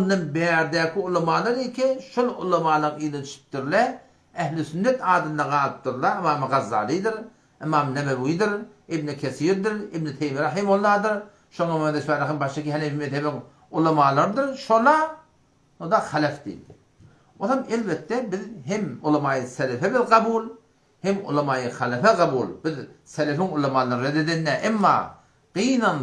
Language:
Turkmen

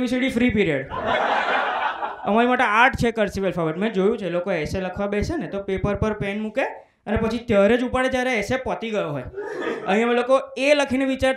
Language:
Gujarati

